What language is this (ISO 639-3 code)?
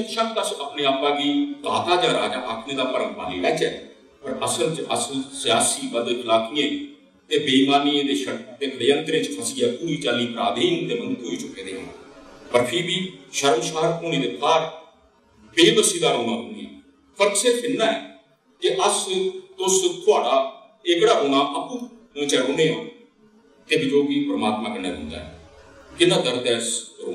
doi